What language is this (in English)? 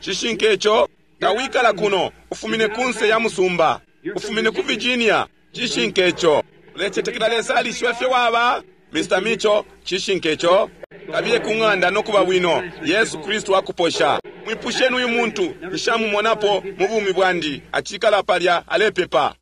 Bemba